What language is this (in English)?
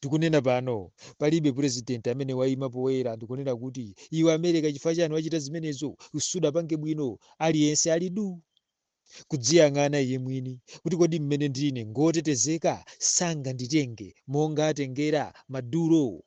Nyanja